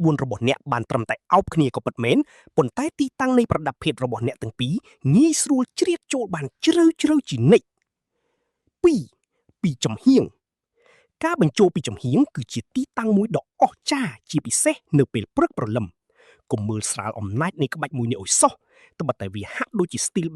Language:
Khmer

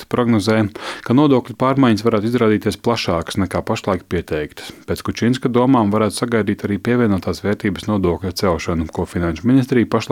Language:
Latvian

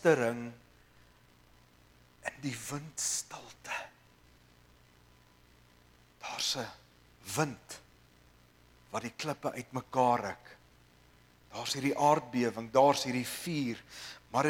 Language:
Afrikaans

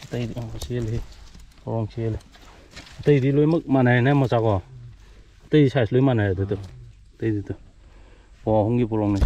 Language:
Manipuri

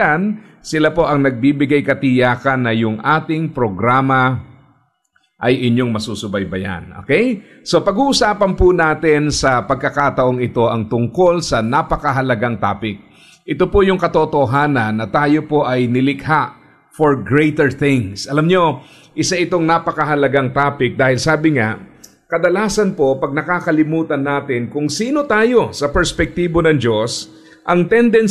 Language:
Filipino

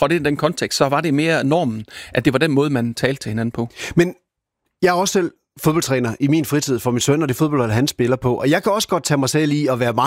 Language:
Danish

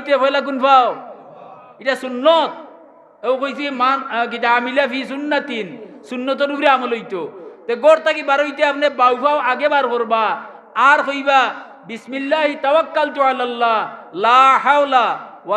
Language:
Sylheti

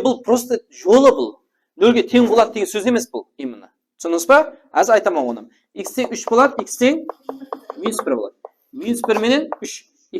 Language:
Kara-Kalpak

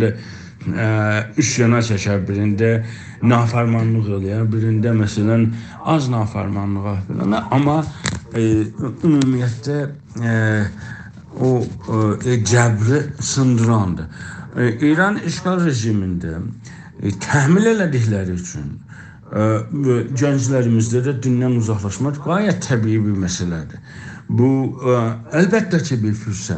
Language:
South Azerbaijani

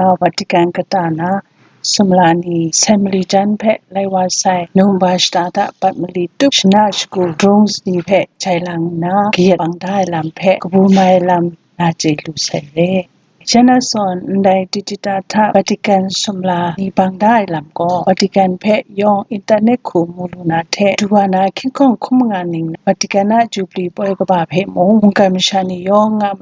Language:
Kachin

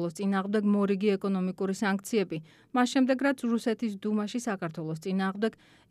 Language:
Georgian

